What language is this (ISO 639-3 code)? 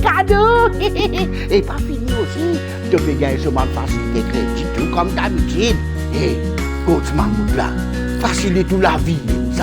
mfe